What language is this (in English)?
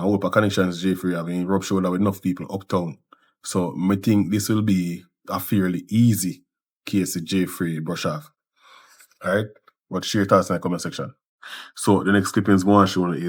Jamaican Creole English